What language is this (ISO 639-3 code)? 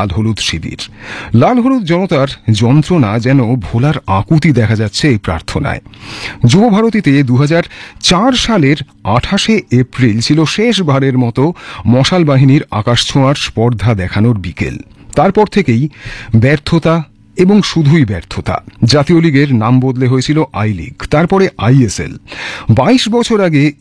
ben